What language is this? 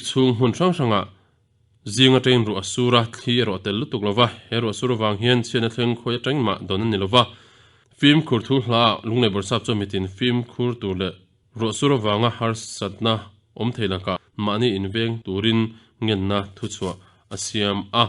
Mizo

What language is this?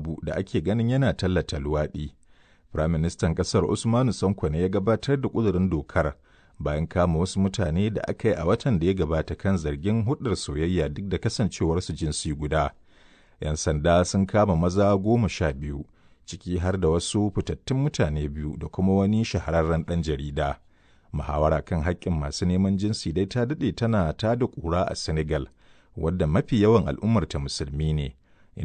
Hausa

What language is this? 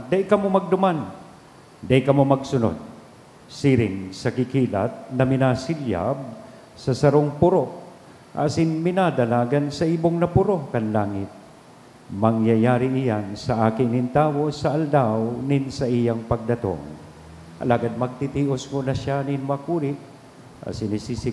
Bikol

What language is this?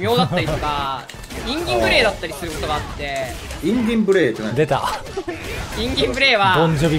Japanese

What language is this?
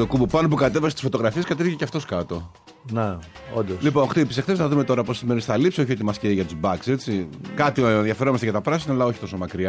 Greek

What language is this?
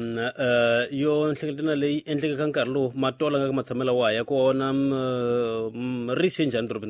Tsonga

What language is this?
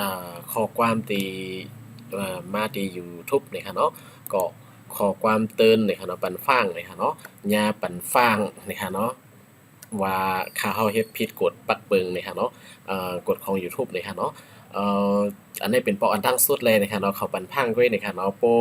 Shan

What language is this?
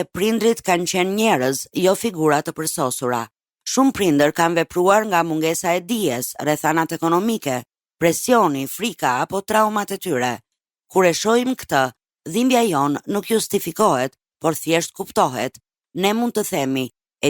Albanian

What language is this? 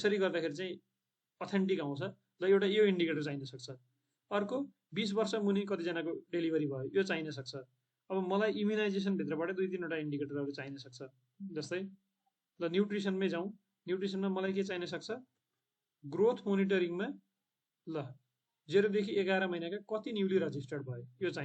Nepali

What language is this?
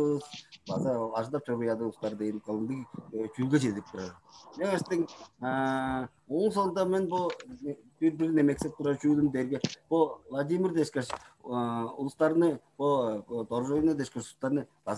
Tuvinian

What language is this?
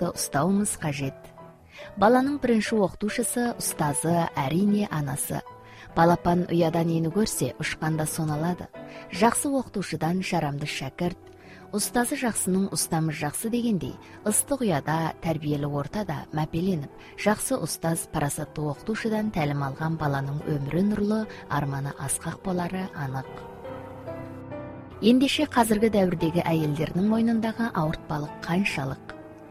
Kazakh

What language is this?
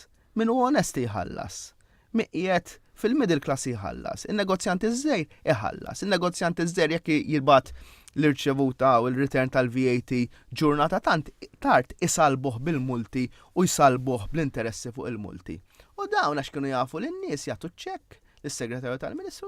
Maltese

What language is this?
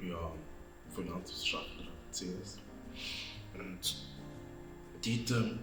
Swiss German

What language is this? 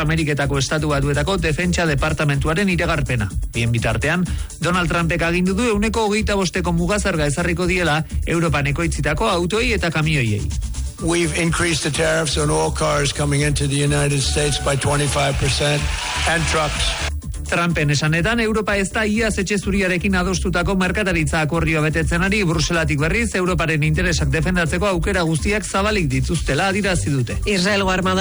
Basque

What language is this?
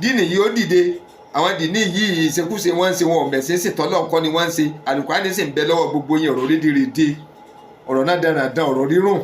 Yoruba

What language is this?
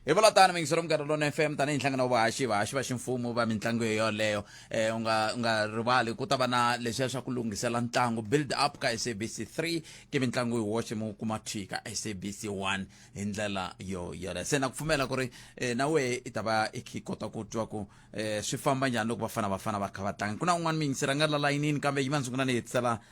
Tsonga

